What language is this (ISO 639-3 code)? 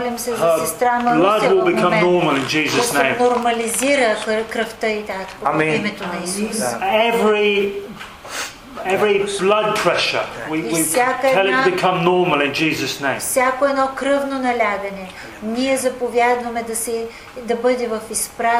bul